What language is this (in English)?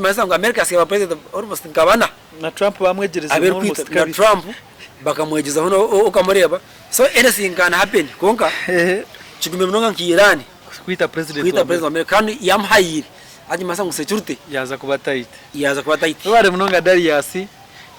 Nyankole